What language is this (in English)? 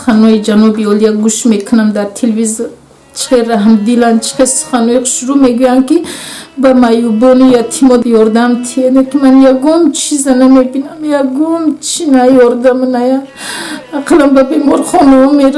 Tajik